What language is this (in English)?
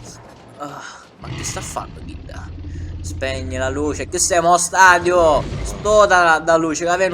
Sicilian